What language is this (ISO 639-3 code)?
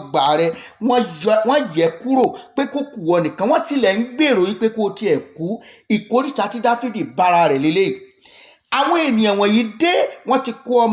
yor